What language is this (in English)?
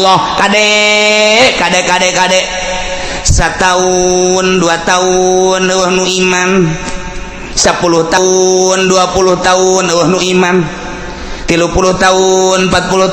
Sundanese